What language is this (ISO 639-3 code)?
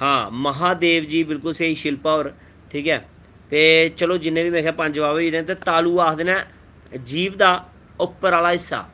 doi